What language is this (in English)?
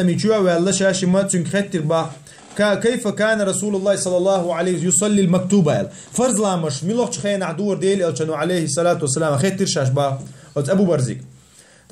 Chechen